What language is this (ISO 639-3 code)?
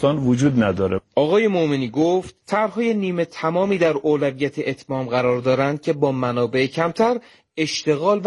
fas